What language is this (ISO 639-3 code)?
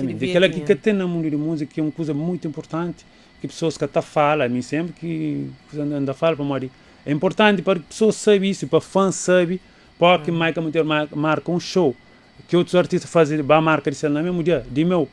kea